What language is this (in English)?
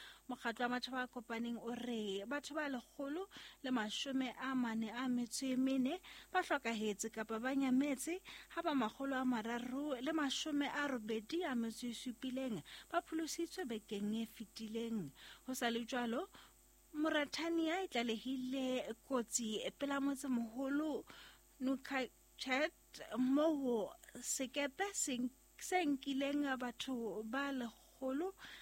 Southern Sotho